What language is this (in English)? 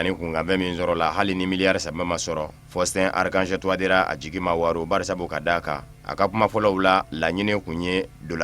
Bambara